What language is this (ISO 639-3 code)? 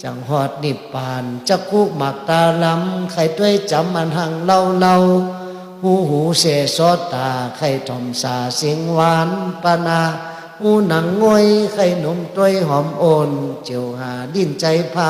shn